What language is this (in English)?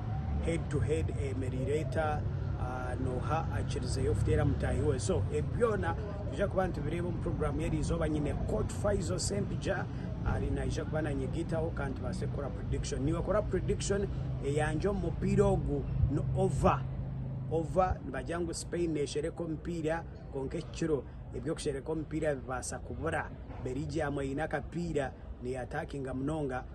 Nyankole